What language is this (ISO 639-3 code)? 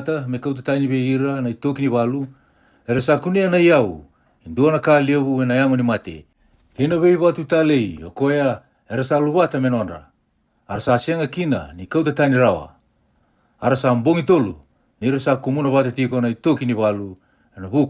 fij